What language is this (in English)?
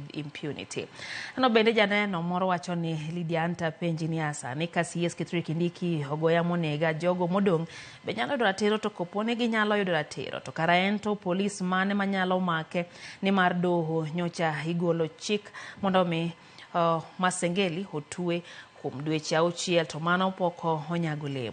Luo (Kenya and Tanzania)